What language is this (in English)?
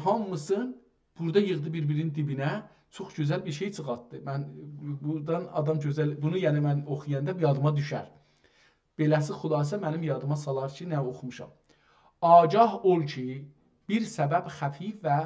South Azerbaijani